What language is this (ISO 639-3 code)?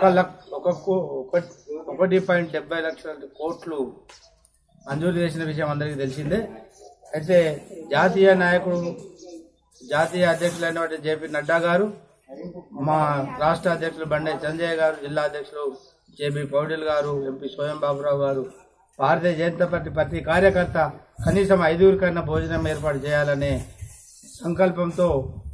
tel